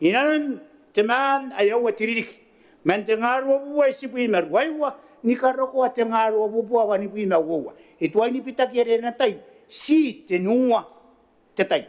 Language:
Gilbertese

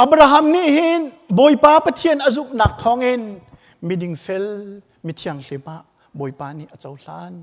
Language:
Hakha Chin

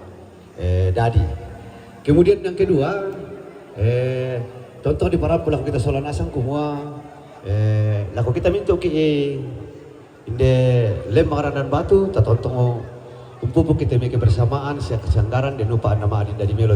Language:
Toraja-Sa'dan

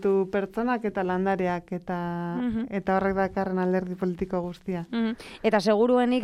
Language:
Basque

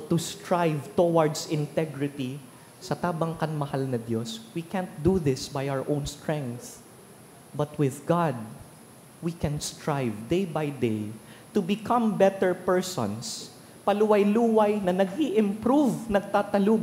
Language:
Bikol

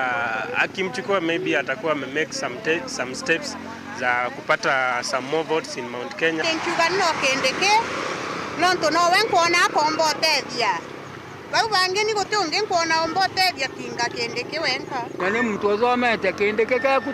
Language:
Meru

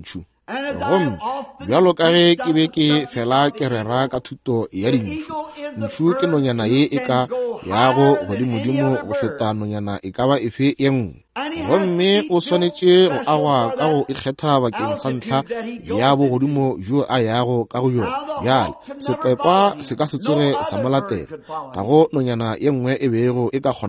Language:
Northern Sotho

